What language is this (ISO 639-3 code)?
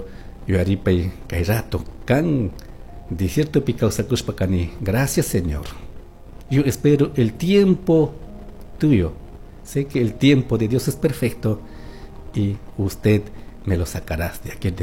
qug